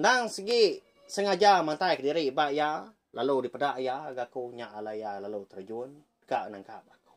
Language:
Iban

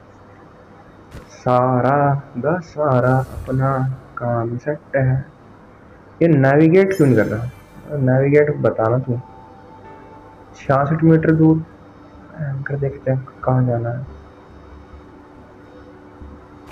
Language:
Hindi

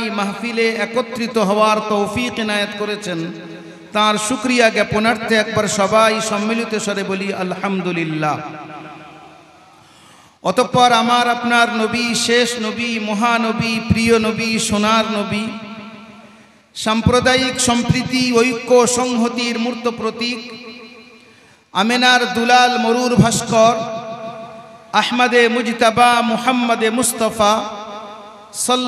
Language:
Bangla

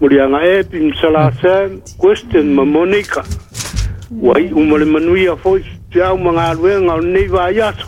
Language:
Samoan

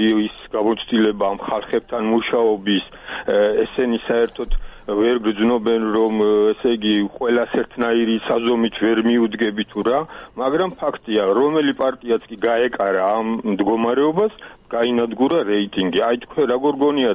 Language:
Georgian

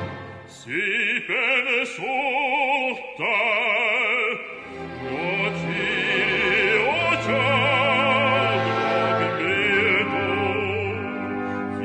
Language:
Hungarian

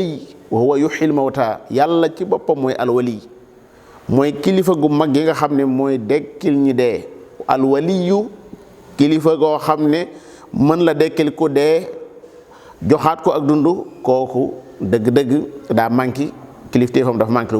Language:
Wolof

